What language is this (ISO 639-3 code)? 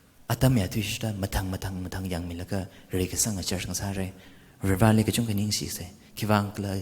nmf